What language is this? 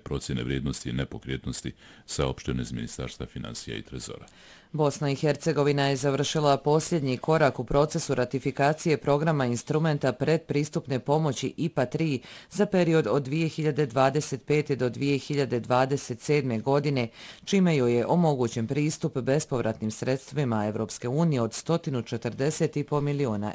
Bosnian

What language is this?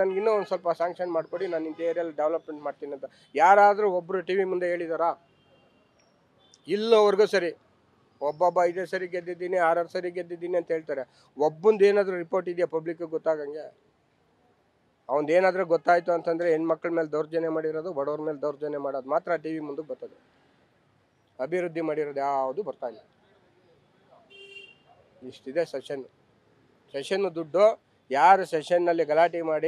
Kannada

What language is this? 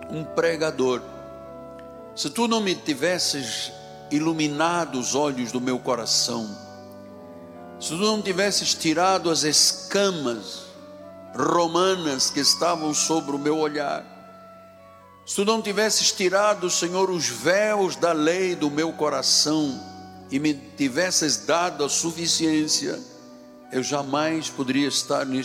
Portuguese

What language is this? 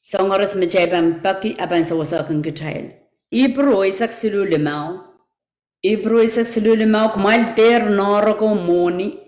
Pohnpeian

